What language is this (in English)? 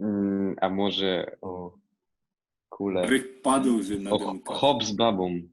Silesian